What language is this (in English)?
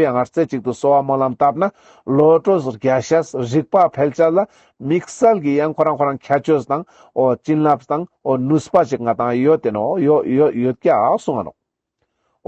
Ladakhi